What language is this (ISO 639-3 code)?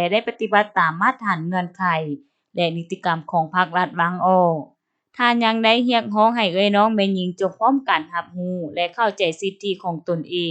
lao